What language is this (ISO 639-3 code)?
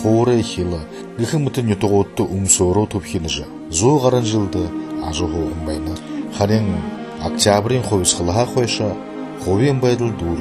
bua